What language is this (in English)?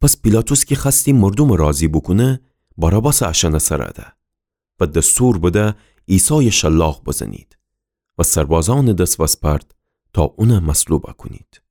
Gilaki